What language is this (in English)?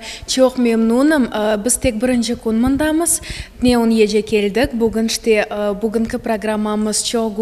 Crimean Tatar